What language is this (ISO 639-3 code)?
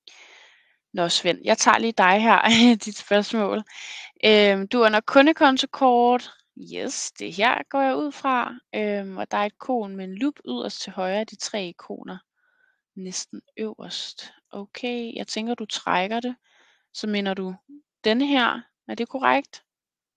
dan